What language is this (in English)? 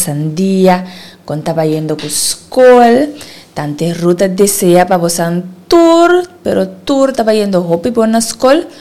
Papiamento